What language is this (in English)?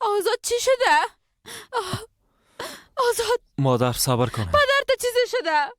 Persian